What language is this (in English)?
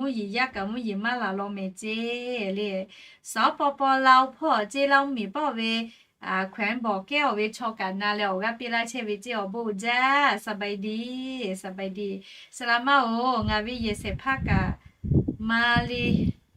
Lahu